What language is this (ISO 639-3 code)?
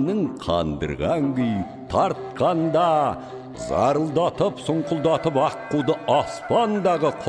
kaz